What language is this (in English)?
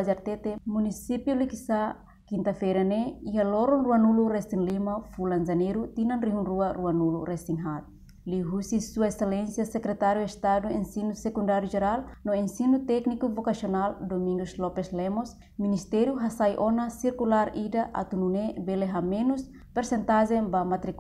Tetum